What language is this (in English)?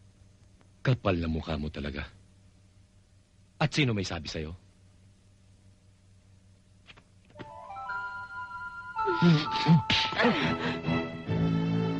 Filipino